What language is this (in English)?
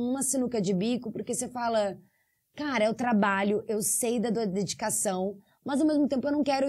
Portuguese